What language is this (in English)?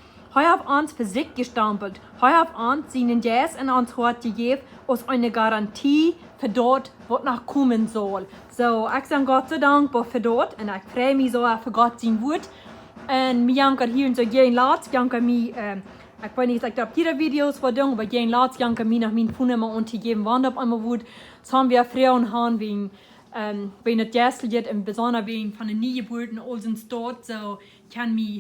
Plautdietsch